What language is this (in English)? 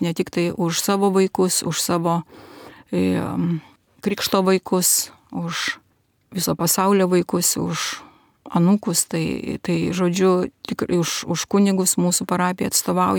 Lithuanian